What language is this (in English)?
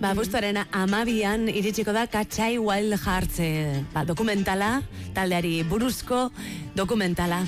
Basque